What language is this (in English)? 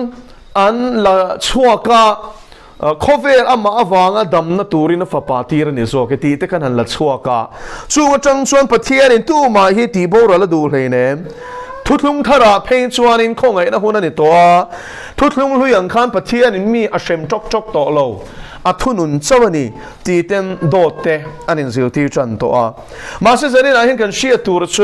Mizo